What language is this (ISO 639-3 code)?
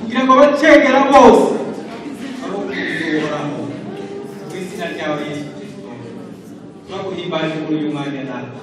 kin